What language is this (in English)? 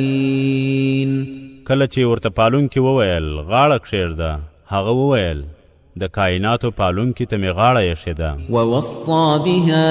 Pashto